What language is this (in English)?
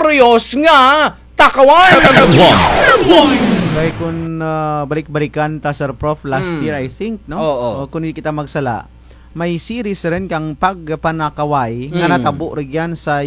Kinaray-a